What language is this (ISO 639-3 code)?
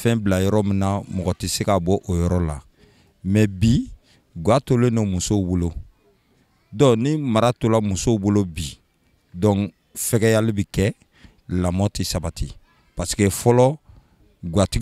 bam